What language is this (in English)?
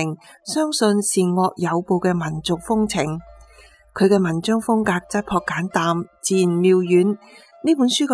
Cantonese